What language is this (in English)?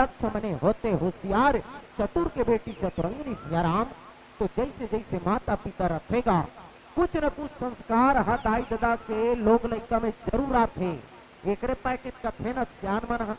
Chhattisgarhi